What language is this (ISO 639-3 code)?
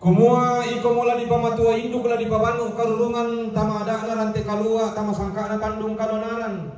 sda